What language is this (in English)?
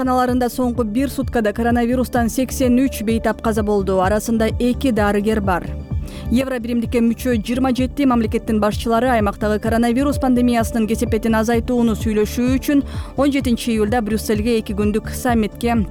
Kyrgyz